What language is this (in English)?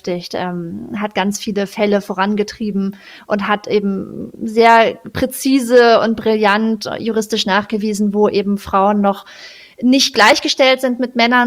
German